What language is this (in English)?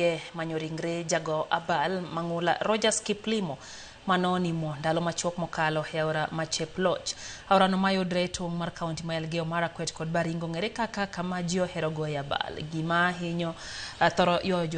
Luo (Kenya and Tanzania)